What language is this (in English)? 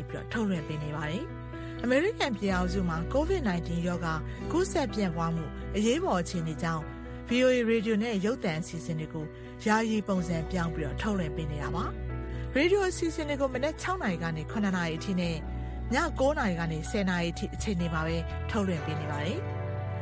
Burmese